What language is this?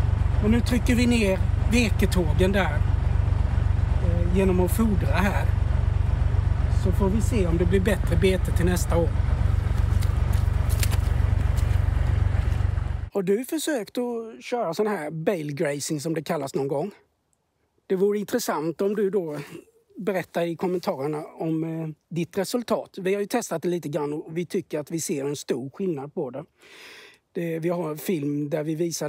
Swedish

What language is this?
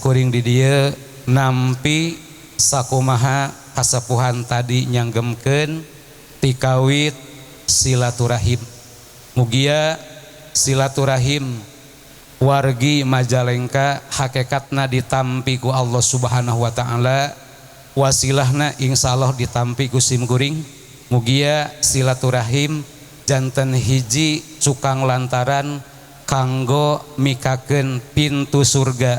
Sundanese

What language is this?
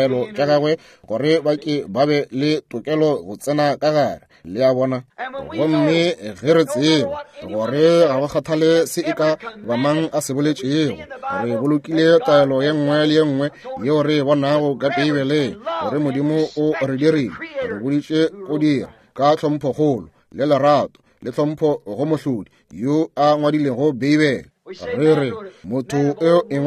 Northern Sotho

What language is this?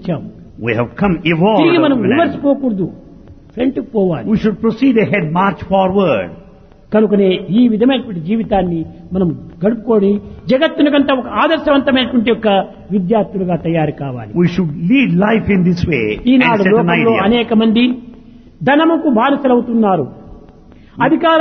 Telugu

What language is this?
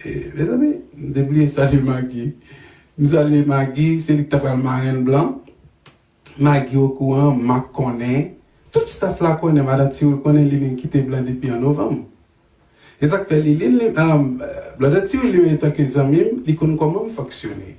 Haitian Creole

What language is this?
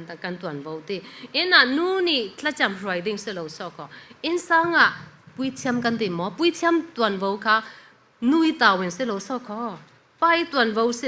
Falam Chin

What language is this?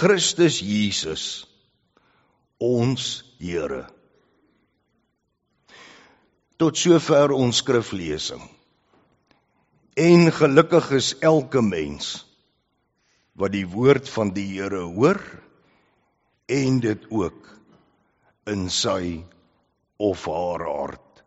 Afrikaans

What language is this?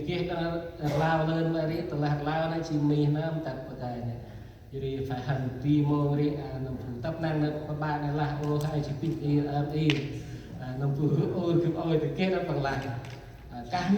Central Mnong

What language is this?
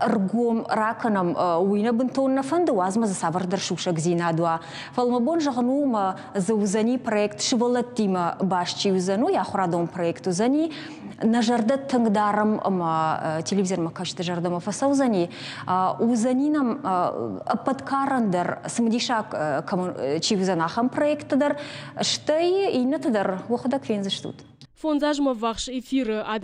Ossetic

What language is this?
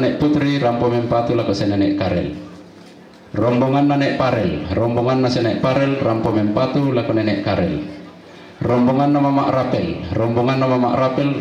Toraja-Sa'dan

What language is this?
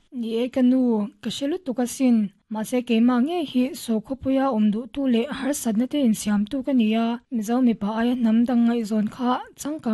Mizo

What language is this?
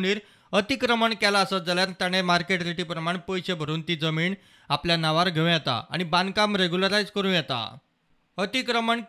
Konkani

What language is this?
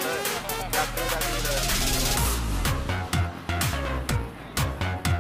Thai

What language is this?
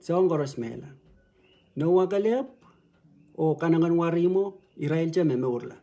Pohnpeian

